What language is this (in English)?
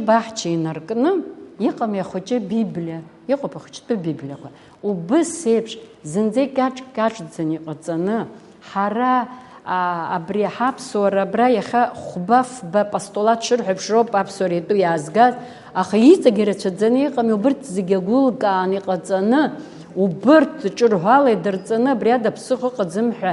Abkhazian